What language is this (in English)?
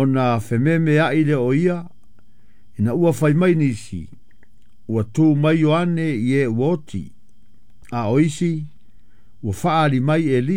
Samoan